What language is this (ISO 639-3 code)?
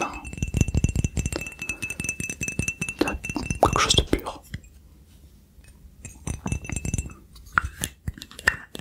fra